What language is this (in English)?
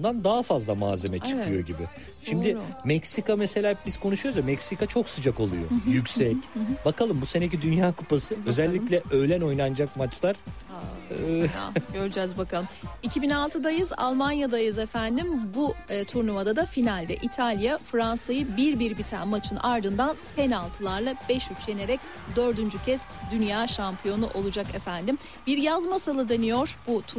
Turkish